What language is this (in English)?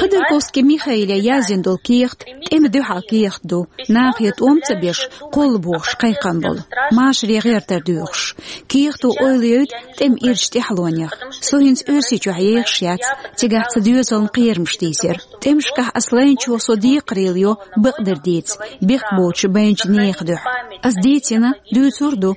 Chechen